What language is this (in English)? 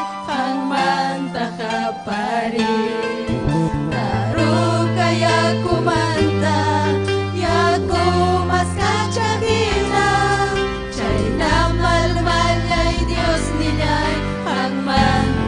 Ayacucho Quechua